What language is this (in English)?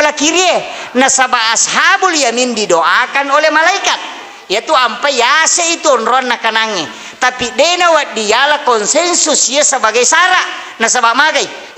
Buginese